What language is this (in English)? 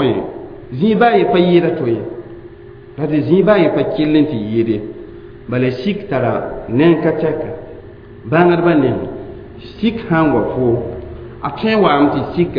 Mossi